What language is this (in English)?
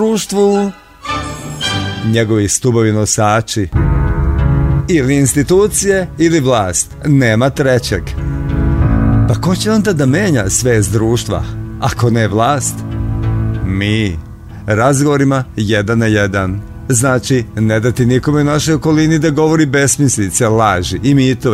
Serbian